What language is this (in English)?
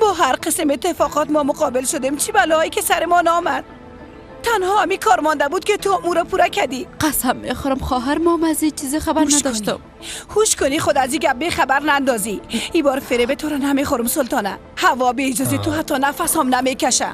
Persian